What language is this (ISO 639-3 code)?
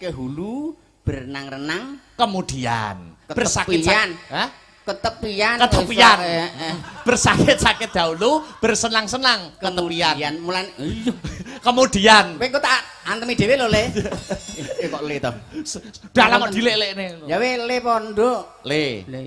jav